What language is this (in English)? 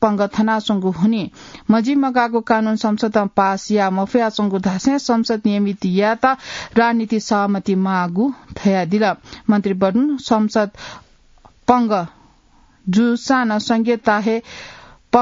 Newari